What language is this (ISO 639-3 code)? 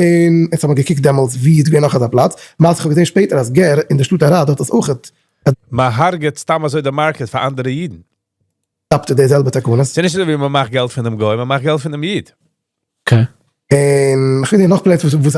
yid